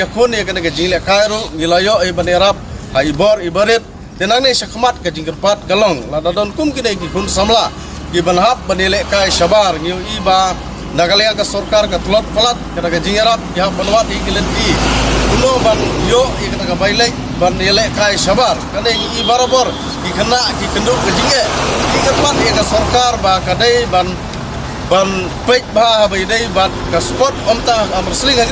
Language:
Khasi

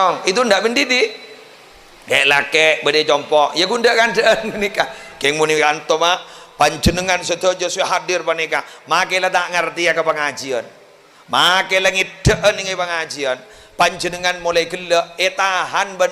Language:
Madurese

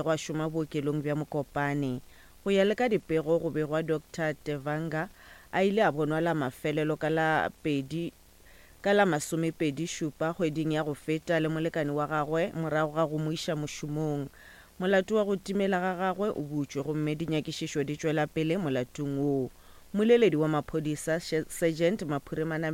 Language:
Northern Sotho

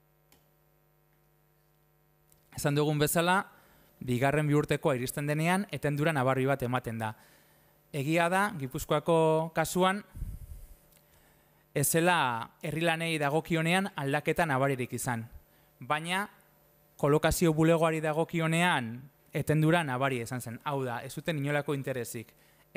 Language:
Basque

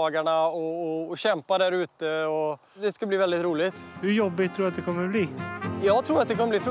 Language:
Swedish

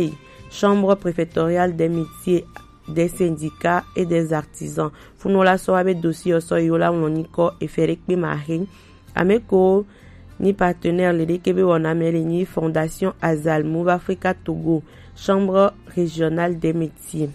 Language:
Gen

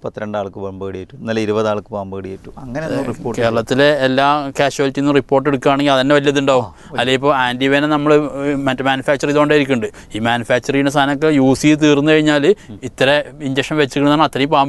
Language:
Malayalam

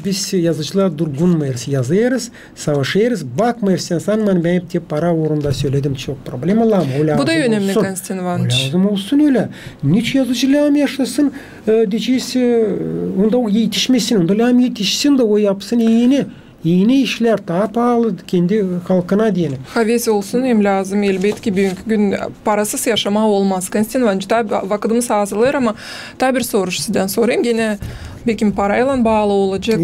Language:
Gagauz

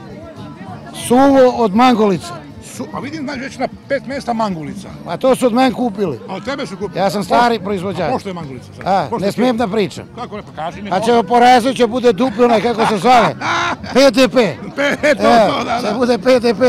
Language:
Serbian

